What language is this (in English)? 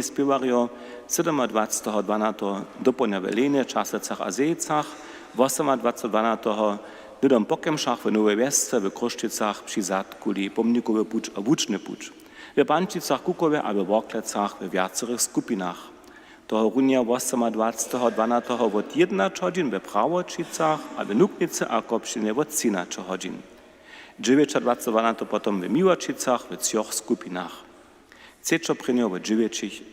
Upper Sorbian